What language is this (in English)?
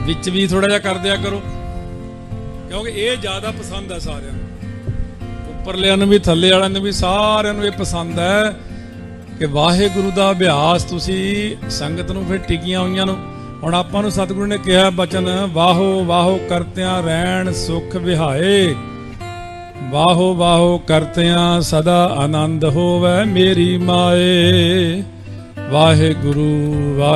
Punjabi